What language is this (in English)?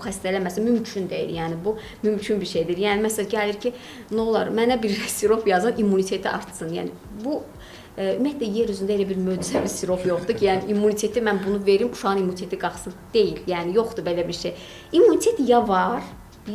Azerbaijani